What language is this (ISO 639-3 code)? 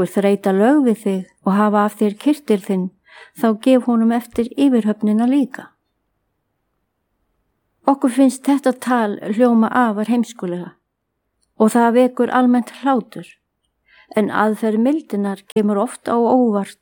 isl